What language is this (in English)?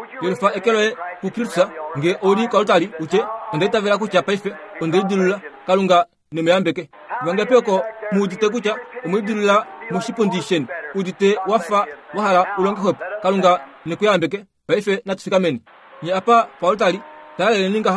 Kuanyama